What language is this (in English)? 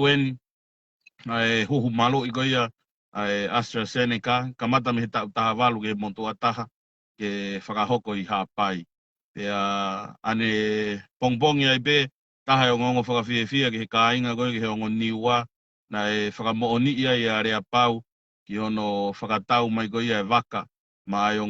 Tongan